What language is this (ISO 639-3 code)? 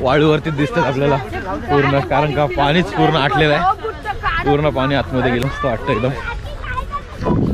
mar